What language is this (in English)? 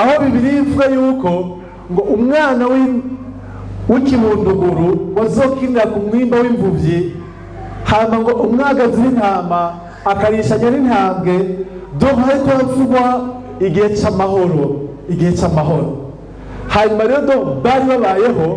Rundi